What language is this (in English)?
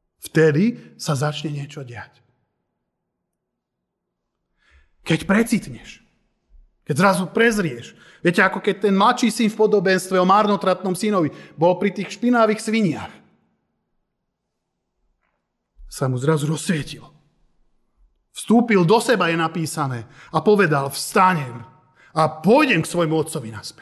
Slovak